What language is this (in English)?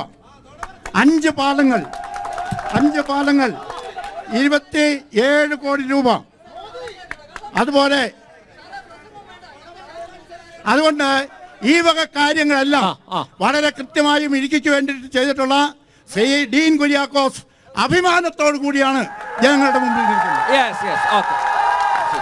Malayalam